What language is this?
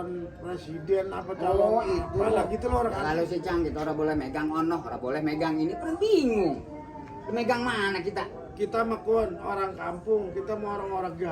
Betawi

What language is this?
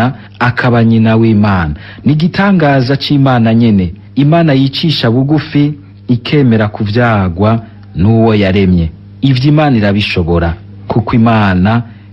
Rundi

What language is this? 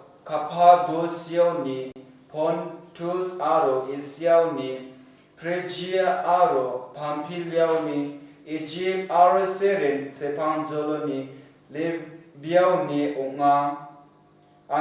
Garo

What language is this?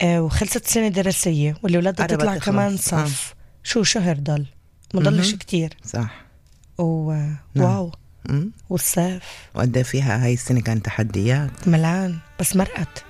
North Levantine Arabic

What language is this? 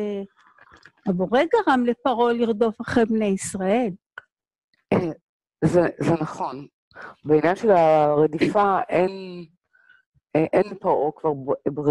Hebrew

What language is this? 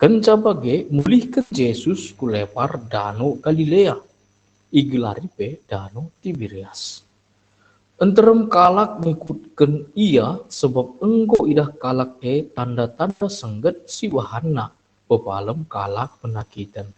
Batak Karo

